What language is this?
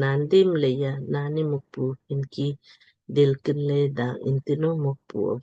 Lamkang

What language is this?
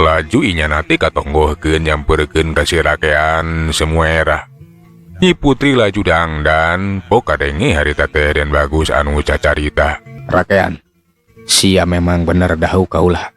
Sundanese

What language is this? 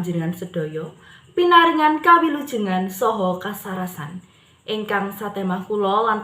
Javanese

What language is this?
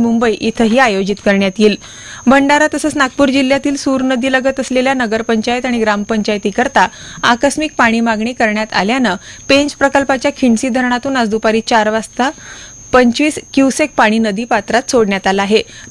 Marathi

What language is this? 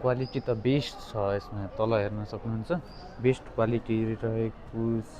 Nepali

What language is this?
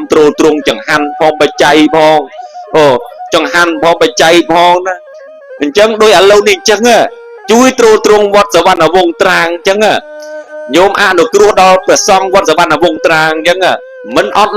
Khmer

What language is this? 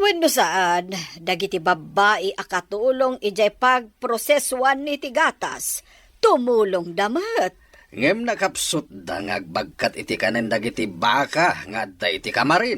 Iloko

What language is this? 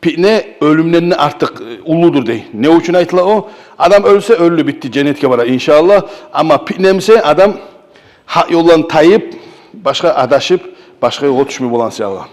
Kumyk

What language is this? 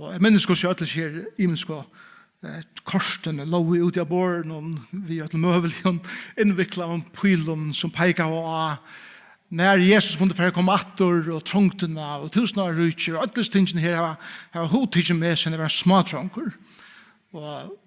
Faroese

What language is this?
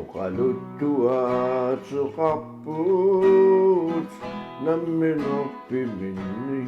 Kalaallisut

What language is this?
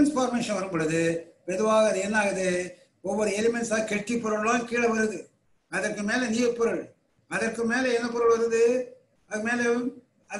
Tamil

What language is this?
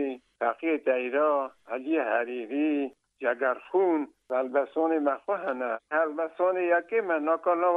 Kurdish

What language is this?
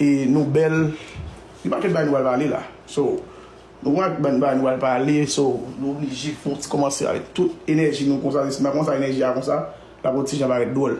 Haitian Creole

